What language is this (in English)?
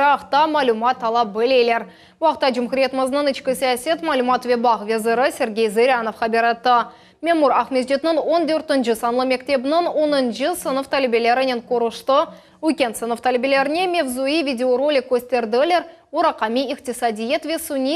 Crimean Tatar